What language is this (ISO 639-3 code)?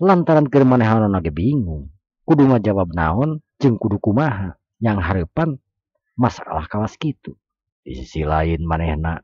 sun